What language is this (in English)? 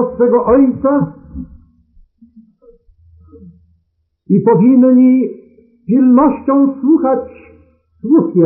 Polish